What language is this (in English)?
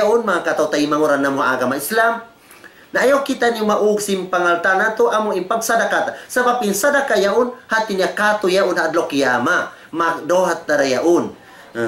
Tausug